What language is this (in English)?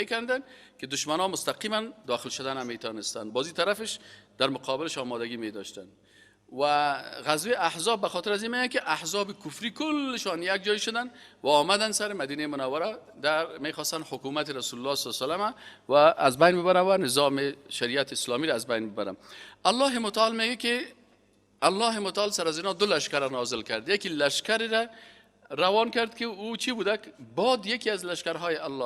Persian